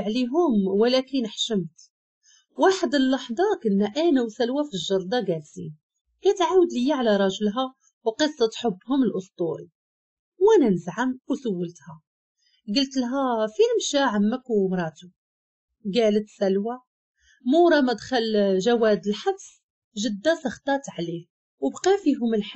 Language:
Moroccan Arabic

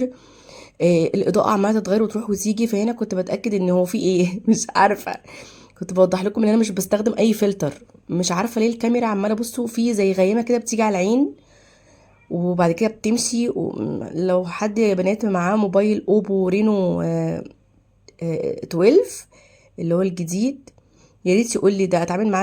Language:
Egyptian Arabic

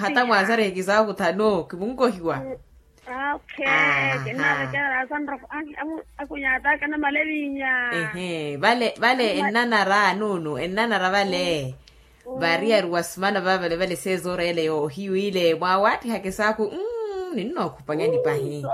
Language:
Makhuwa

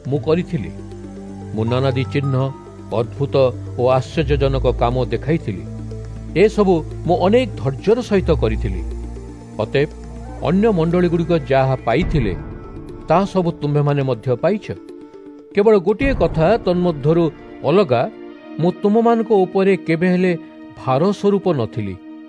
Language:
Odia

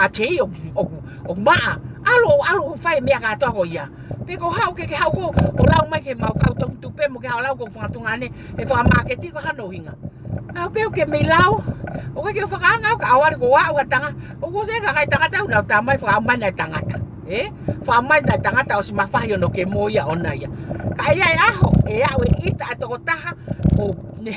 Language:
Tongan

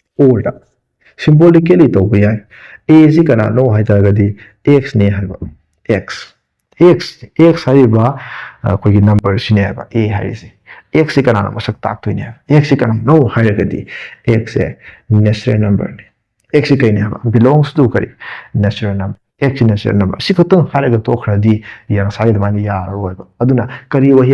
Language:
Manipuri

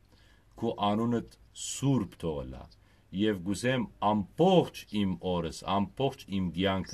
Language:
Western Armenian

